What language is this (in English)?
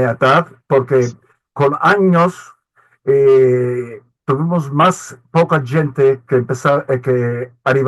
Ladino